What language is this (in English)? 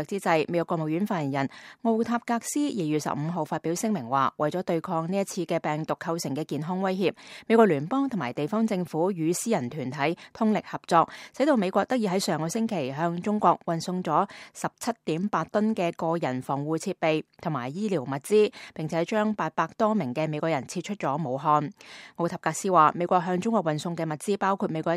Cantonese